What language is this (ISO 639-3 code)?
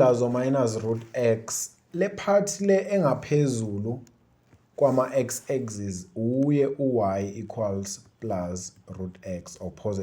zul